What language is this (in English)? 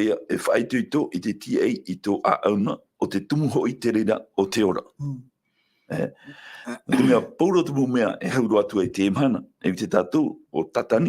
Tahitian